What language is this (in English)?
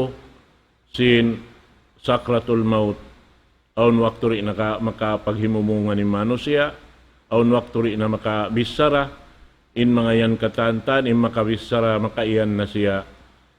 Tausug